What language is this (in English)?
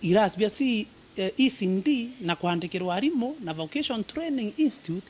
Meru